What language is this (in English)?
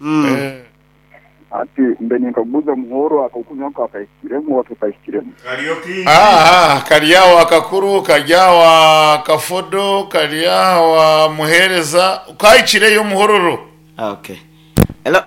Nyankole